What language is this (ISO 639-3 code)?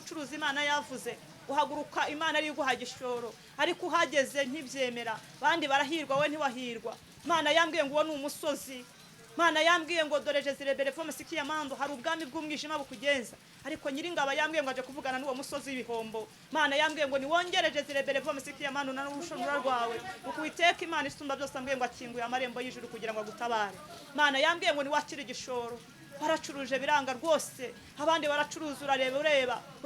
kin